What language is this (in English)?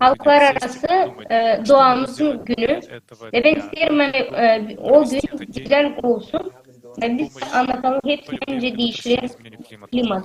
Gagauz